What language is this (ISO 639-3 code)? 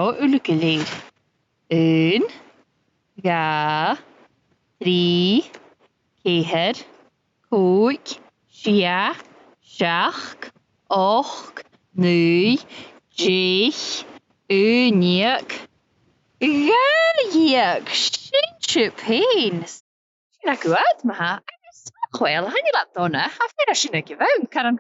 gla